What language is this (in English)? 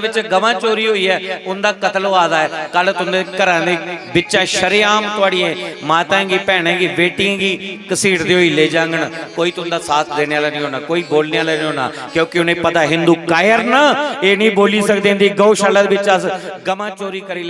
Dogri